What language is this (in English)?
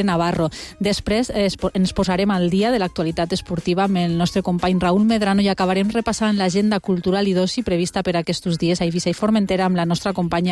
Catalan